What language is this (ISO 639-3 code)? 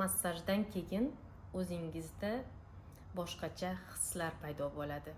uzb